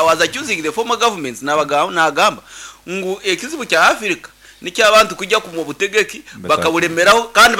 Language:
Nyankole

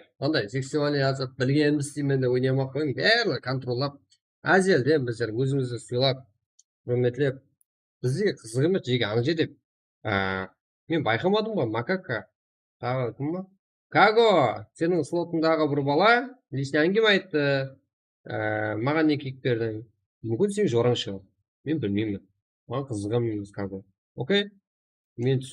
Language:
Kara-Kalpak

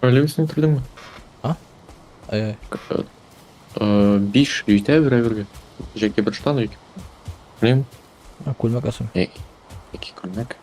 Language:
Tatar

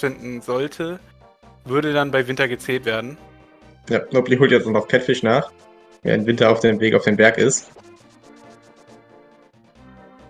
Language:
German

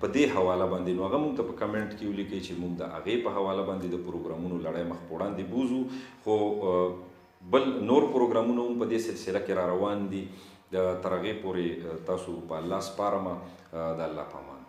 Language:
Pashto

